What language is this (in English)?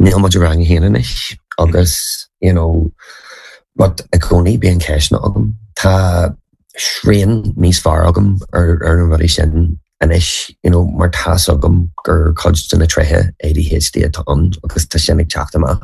Irish